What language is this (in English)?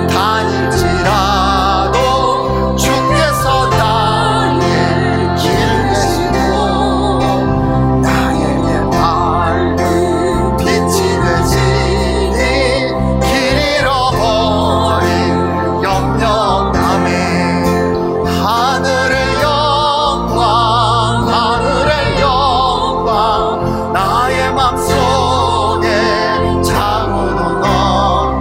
Korean